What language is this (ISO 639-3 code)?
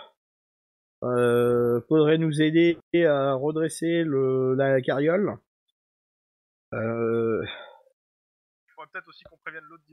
fra